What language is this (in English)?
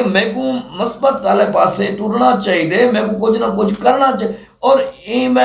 Saraiki